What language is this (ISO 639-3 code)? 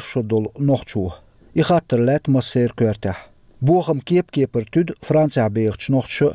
che